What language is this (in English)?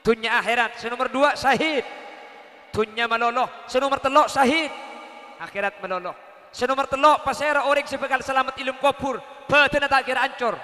Madurese